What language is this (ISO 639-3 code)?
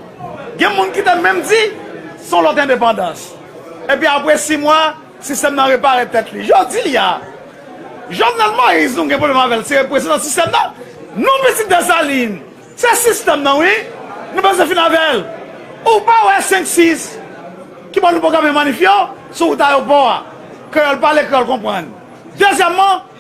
hat